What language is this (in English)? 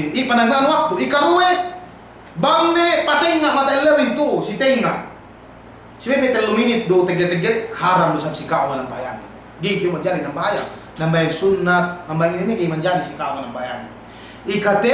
Yakan